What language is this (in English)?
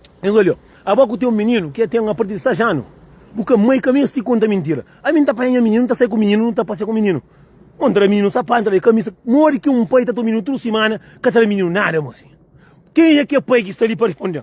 Kabuverdianu